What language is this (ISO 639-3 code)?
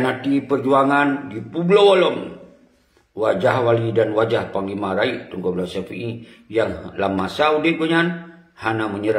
ace